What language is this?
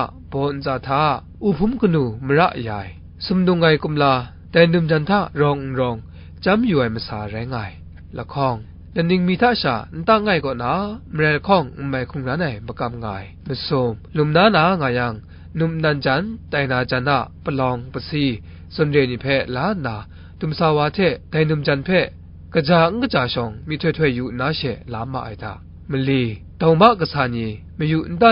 Kachin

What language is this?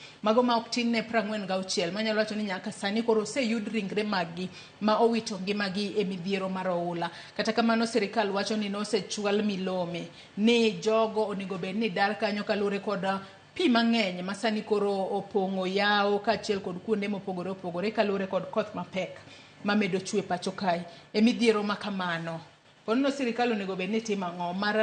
Luo (Kenya and Tanzania)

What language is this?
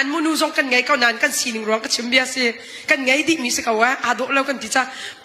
Hakha Chin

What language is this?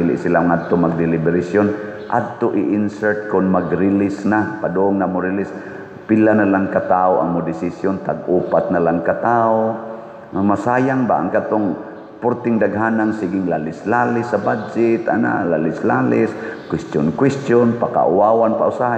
Cebuano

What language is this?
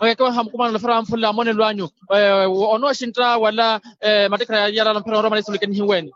Makhuwa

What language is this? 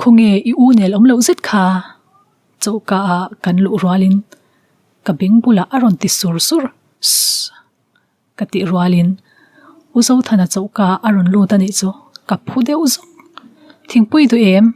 Mizo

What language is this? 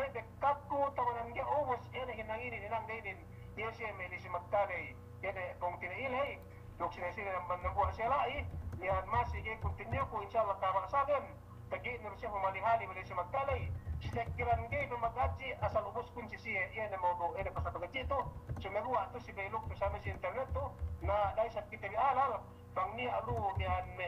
Yakan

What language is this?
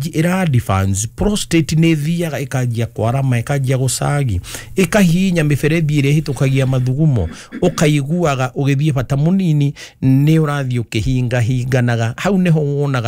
Kikuyu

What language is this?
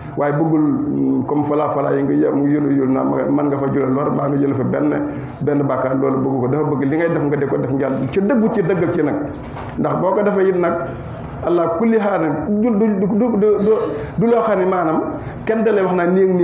Wolof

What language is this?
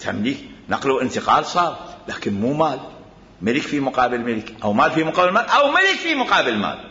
Mesopotamian Arabic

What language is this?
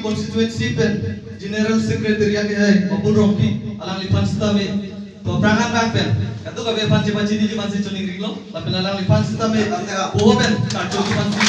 Karbi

